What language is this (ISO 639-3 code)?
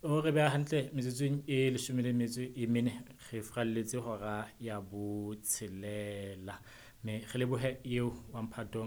sot